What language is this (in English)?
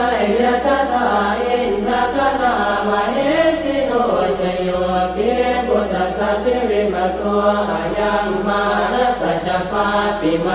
Pali